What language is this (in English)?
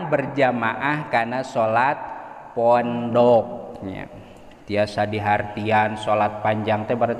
Sundanese